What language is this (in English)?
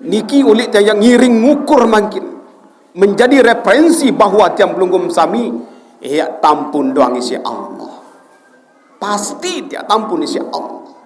Sasak